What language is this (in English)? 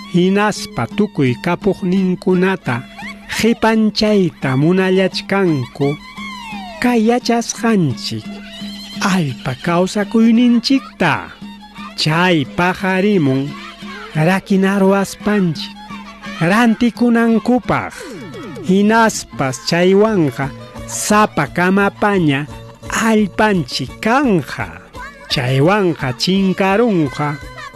Ayacucho Quechua